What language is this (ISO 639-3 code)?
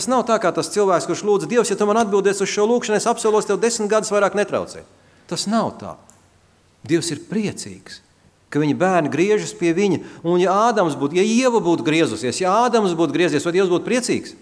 lav